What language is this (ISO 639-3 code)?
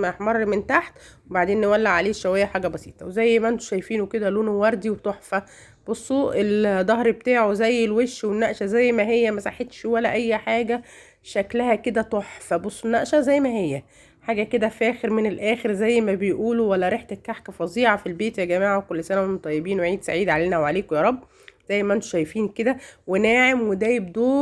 arz